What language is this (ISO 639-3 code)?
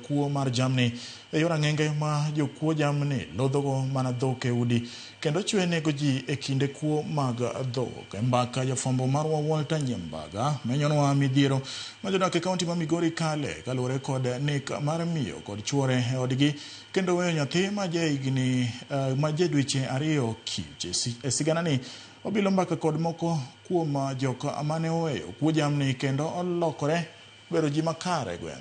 luo